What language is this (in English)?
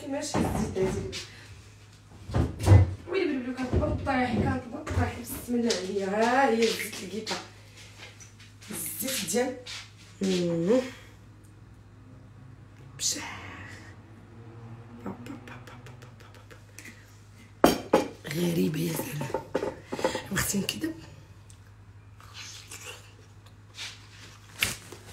Moroccan Arabic